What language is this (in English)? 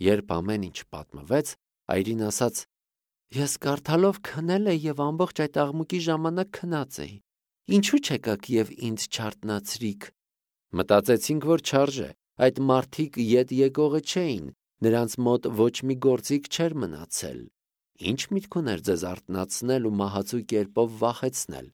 Armenian